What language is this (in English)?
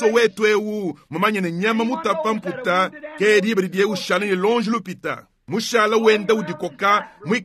Luba-Lulua